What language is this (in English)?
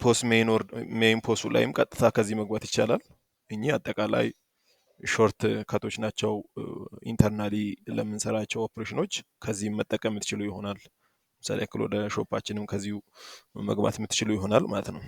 Amharic